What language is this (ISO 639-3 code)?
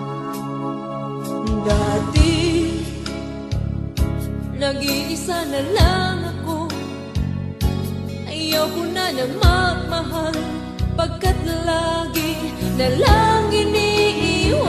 fil